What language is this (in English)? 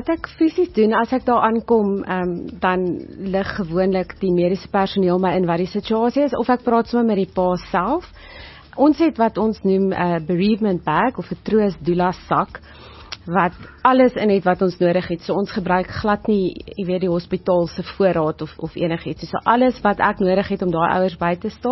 Afrikaans